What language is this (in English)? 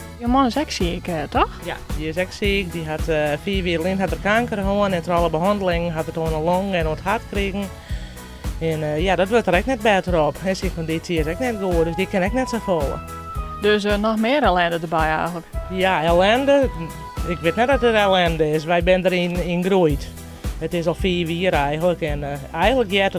Western Frisian